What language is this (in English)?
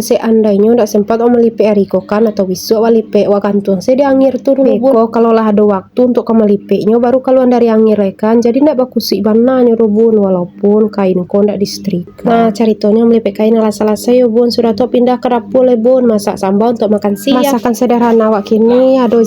Minangkabau